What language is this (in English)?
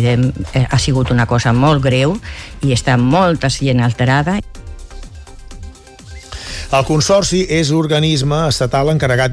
Catalan